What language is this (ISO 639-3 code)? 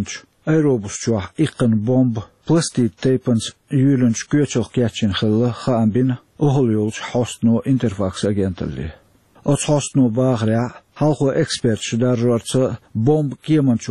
che